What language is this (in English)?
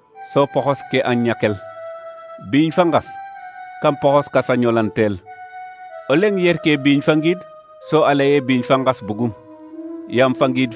Serer